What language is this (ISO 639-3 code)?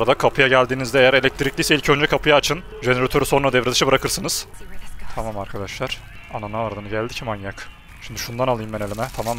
tur